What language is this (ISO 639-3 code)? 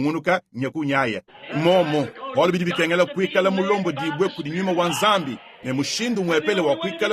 lua